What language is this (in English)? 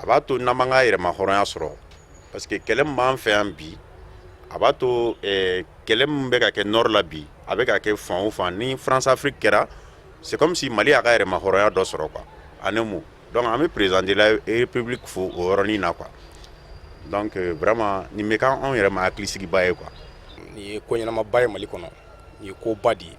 Bambara